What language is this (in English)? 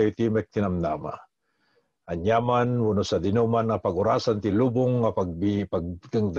Iloko